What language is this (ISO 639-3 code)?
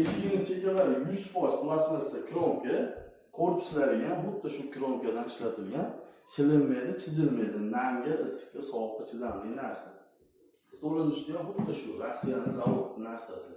uzb